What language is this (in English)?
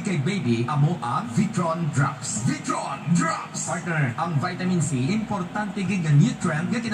Hiligaynon